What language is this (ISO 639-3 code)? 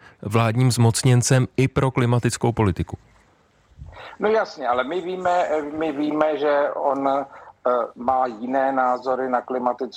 ces